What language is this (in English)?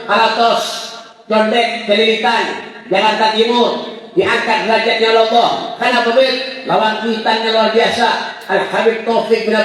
Banjar